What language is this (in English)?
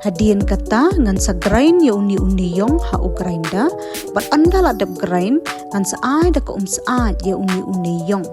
Khasi